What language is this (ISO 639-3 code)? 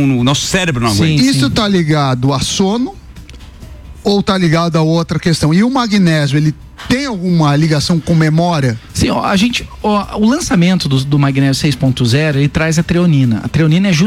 por